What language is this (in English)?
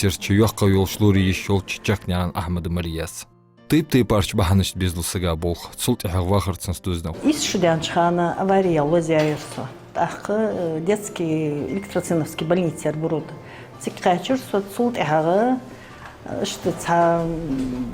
Ingush